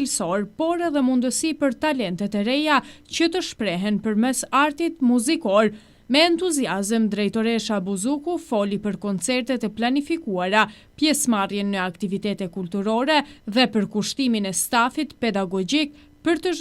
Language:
Albanian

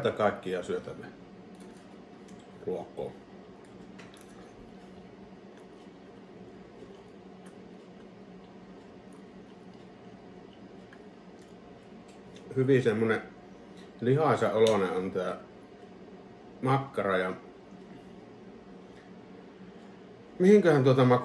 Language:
Finnish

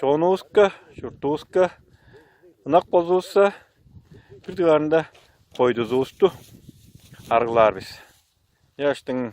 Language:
Tuvinian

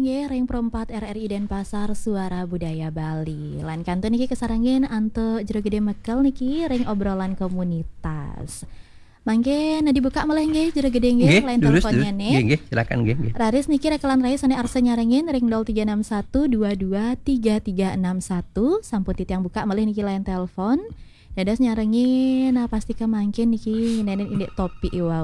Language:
Balinese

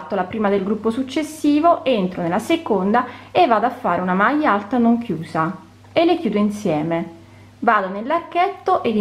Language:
Italian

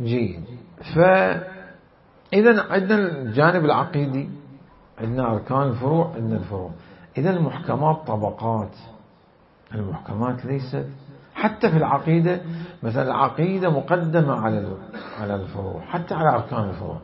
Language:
Mesopotamian Arabic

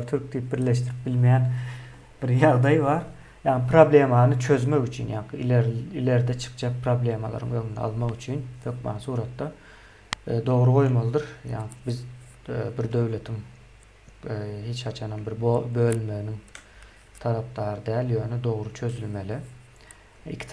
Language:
Turkmen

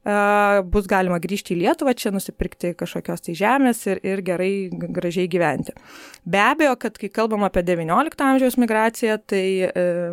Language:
Lithuanian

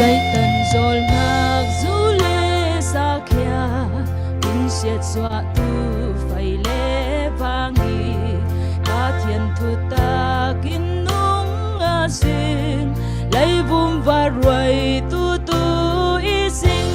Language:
Falam Chin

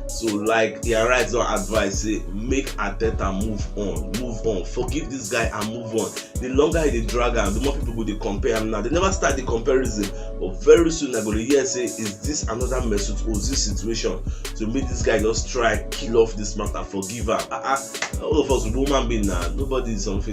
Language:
Nigerian Pidgin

